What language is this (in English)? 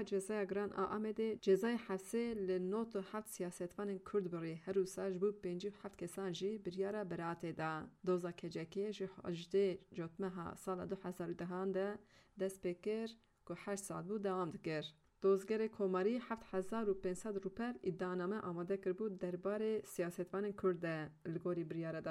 Kurdish